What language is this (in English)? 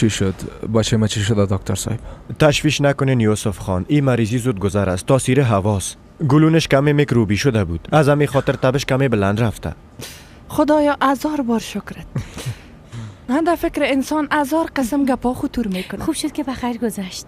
Persian